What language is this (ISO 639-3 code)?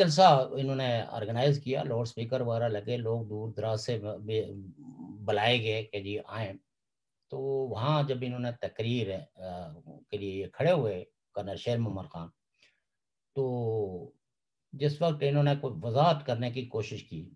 urd